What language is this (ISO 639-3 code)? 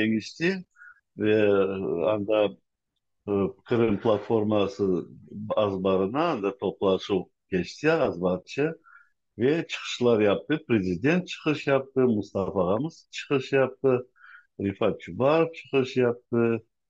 crh